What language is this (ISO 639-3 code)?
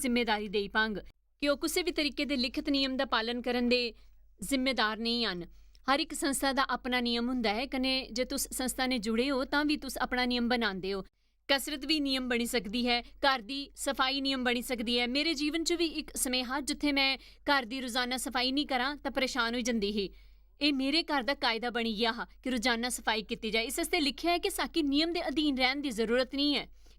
doi